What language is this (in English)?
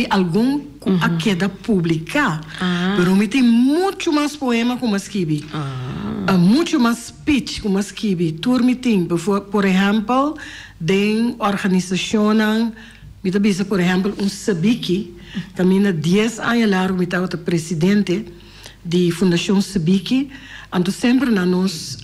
Papiamento